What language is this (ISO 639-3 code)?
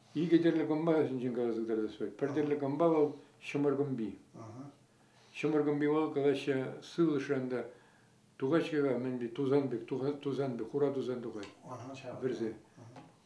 chv